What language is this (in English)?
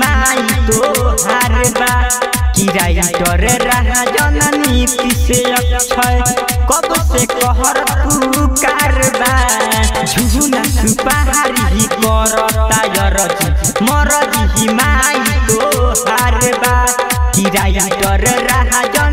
Bhojpuri